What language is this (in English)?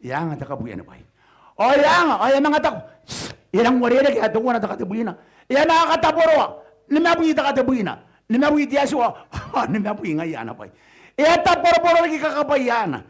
Gilbertese